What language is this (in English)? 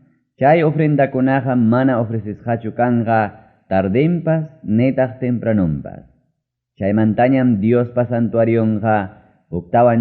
Ayacucho Quechua